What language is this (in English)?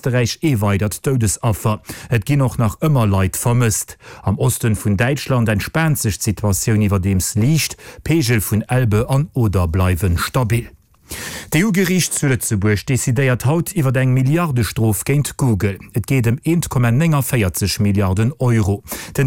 Luxembourgish